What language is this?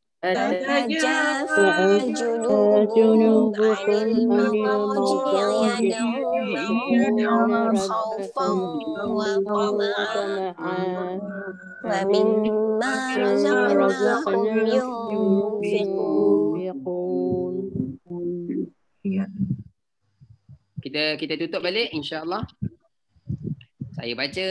Malay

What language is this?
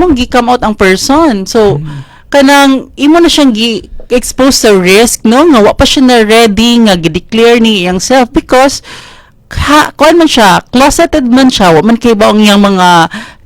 Cebuano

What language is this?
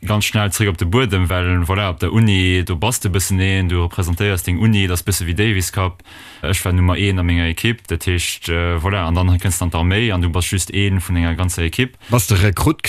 Luxembourgish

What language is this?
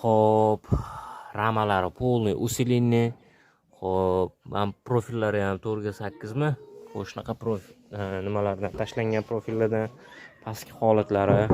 Uzbek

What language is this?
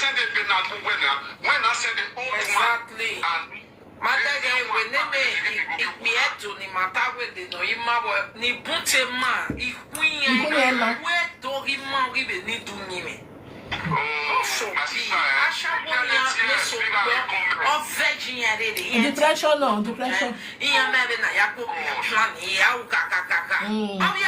Nigerian Pidgin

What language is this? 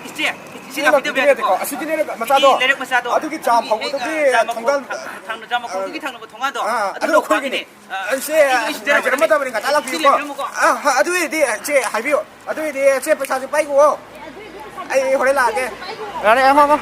Manipuri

